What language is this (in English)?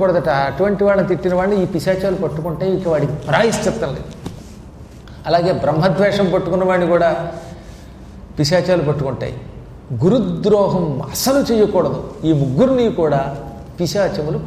Telugu